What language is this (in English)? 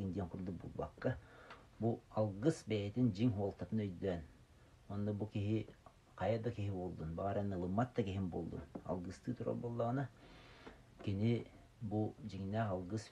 Yakut